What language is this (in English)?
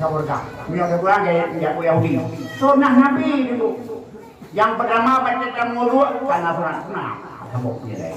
Achinese